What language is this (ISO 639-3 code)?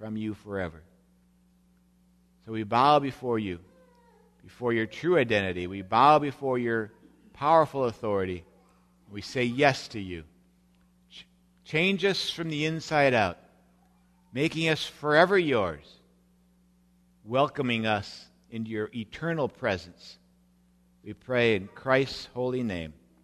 eng